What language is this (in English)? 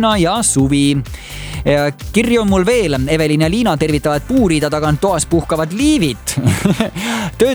Estonian